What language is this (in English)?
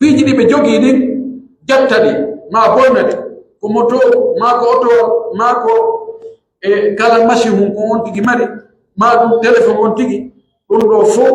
Pular